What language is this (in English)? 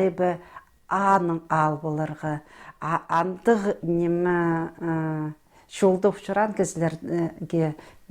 Khakas